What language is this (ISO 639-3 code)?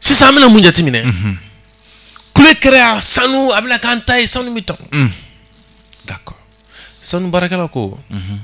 bam